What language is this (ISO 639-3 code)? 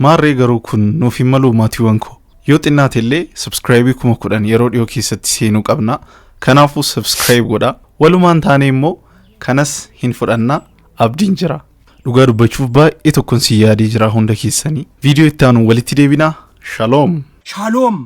orm